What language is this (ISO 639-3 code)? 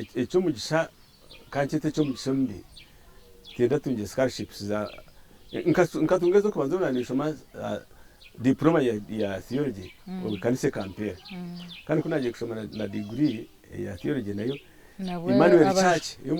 nyn